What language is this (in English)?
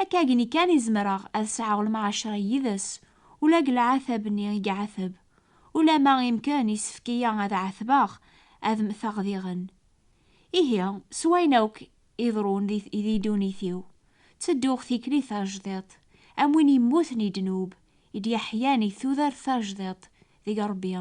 Kabyle